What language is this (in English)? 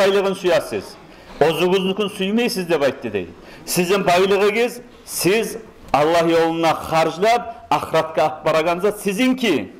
Kumyk